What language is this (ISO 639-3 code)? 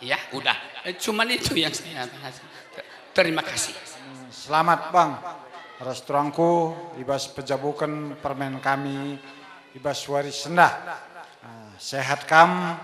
btx